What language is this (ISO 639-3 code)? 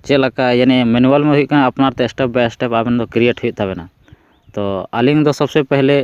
sat